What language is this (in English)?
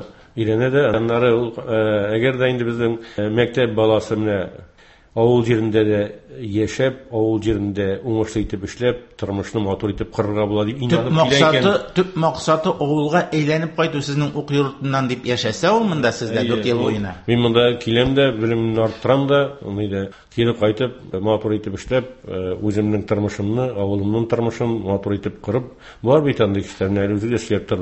Tatar